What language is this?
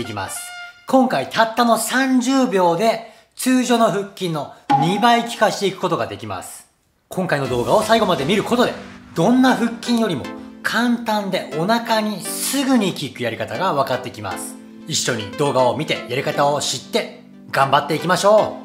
Japanese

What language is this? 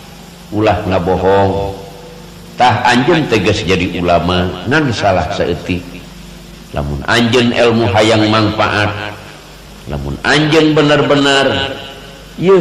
Sundanese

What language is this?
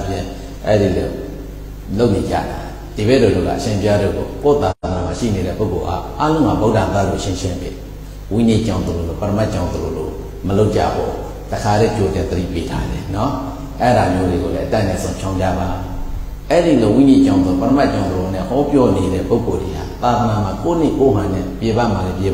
Burmese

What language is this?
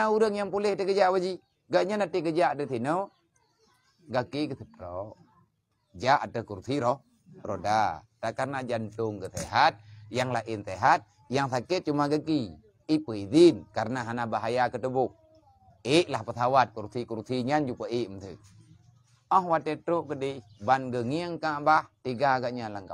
Achinese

